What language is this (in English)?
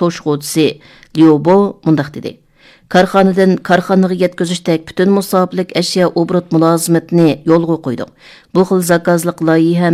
Uyghur